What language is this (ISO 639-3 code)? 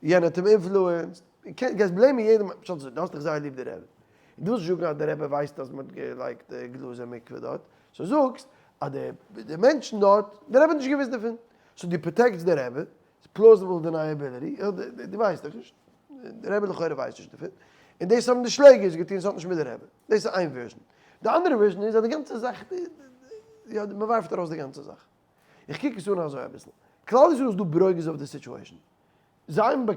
yid